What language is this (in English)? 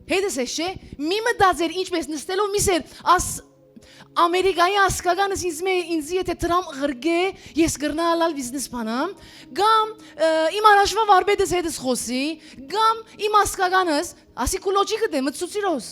Western Armenian